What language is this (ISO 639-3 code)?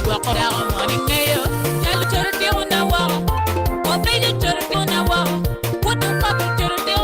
ach